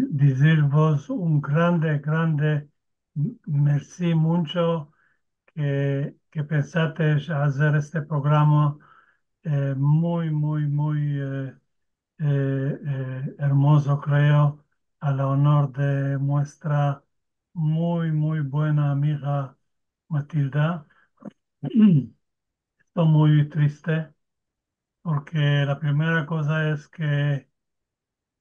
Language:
Ladino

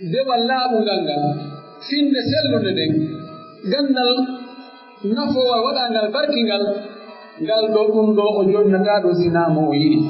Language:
Pular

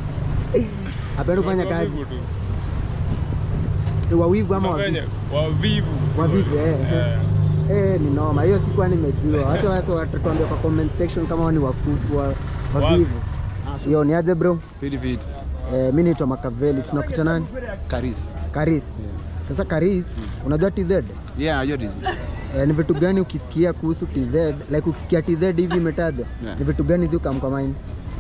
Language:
Swahili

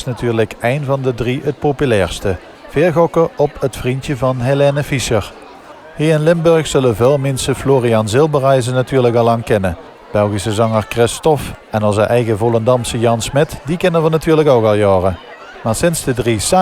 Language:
Limburgish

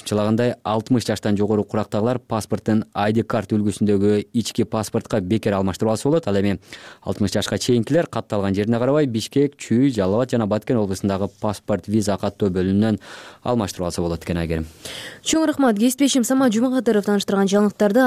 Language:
Kyrgyz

